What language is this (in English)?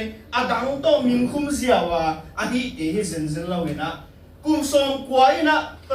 Tedim Chin